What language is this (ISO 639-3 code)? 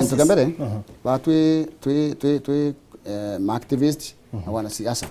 mer